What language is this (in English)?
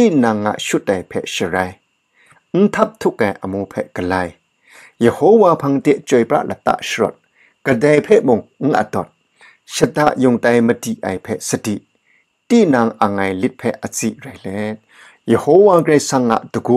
Kachin